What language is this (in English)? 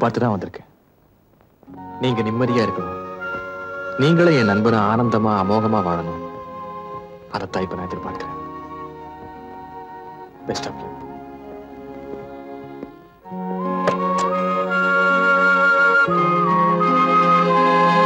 Tamil